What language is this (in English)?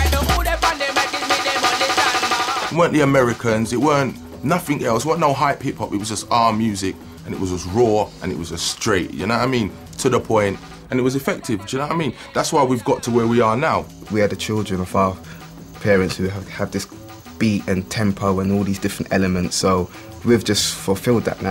English